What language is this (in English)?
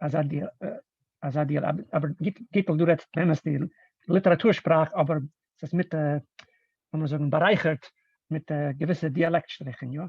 Yiddish